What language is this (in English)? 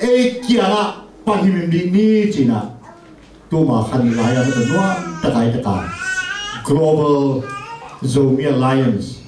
Tedim Chin